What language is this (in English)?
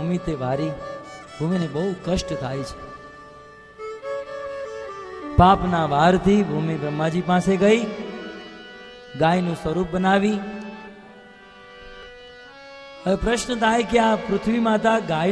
Gujarati